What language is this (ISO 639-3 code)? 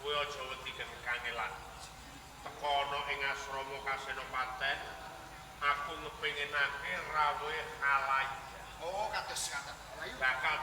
jav